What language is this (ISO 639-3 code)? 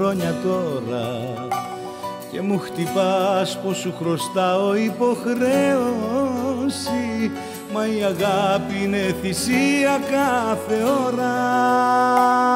ell